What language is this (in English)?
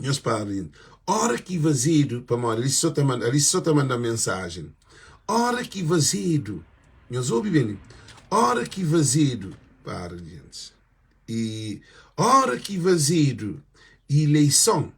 Kabuverdianu